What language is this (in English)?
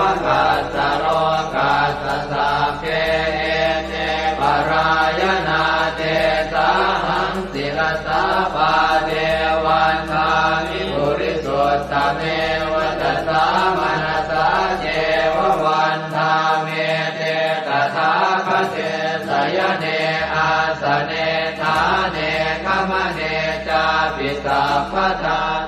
Pali